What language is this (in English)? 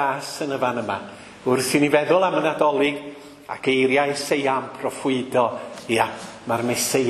Welsh